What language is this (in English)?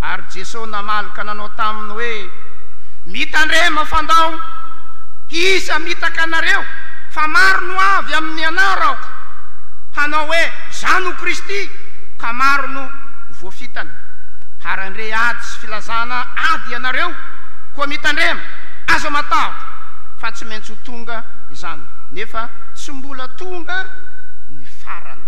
Malagasy